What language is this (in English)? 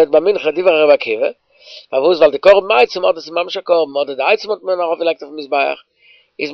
Yiddish